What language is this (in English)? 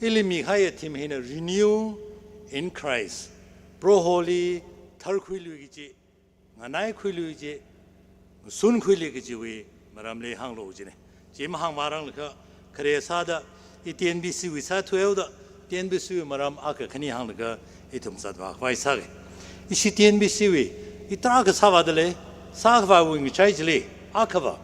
Tangkhul Naga (India)